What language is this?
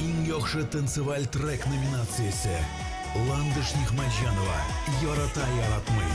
Tatar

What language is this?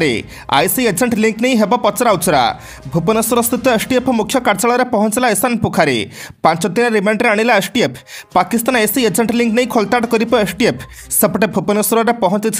Odia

